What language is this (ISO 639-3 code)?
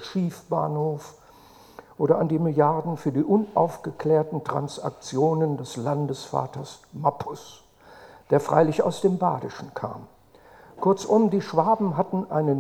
deu